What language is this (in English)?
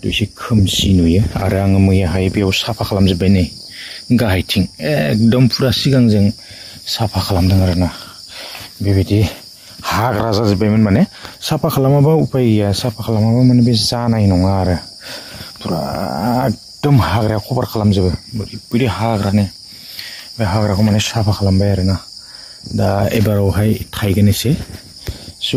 Bodo